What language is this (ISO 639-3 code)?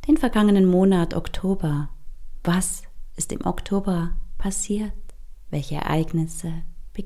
gsw